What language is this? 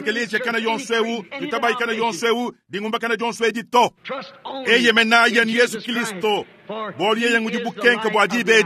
Luba-Lulua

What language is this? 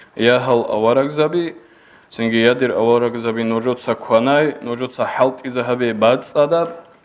Avaric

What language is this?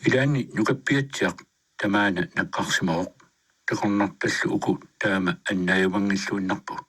Kalaallisut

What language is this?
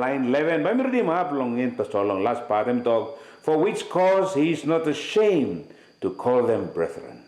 Tok Pisin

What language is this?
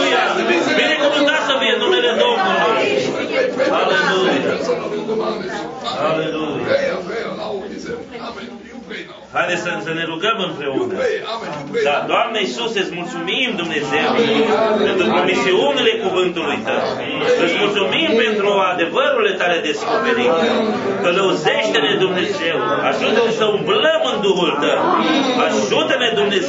Romanian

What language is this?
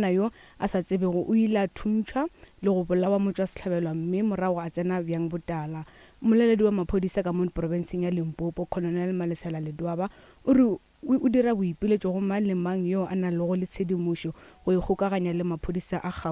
Northern Sotho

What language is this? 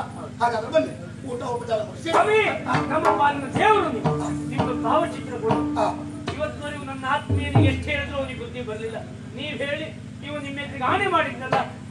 Kannada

